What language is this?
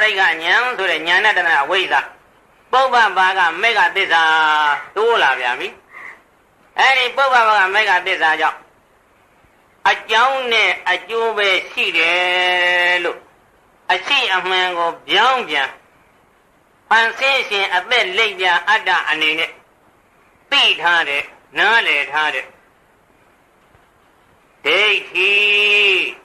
Burmese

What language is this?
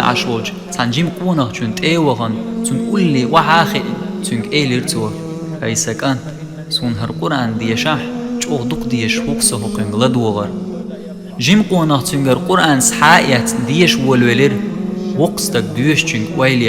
Chechen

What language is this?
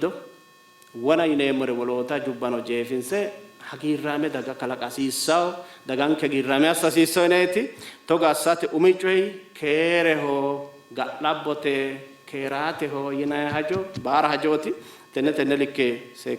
Sidamo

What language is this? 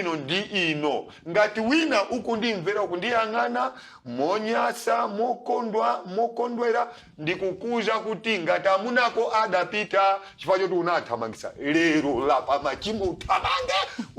Nyanja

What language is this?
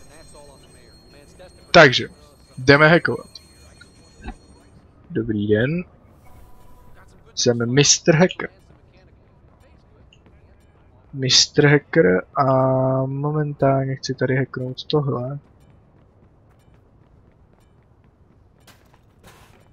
Czech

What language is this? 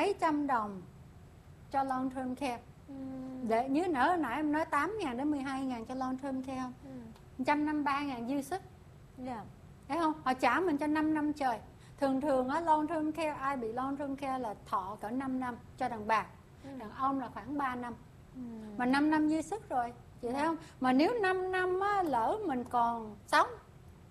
Vietnamese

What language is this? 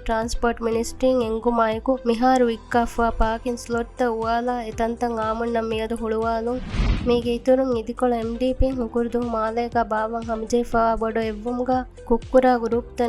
Divehi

